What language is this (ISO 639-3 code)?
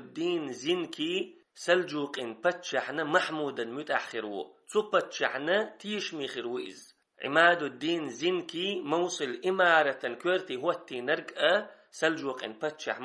che